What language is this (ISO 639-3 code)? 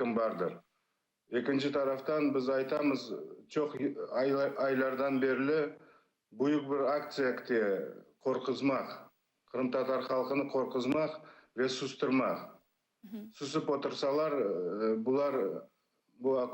crh